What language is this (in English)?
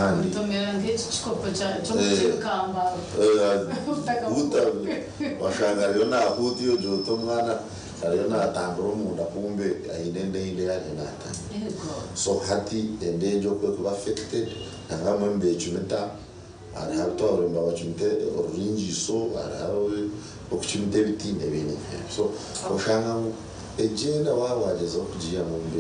Nyankole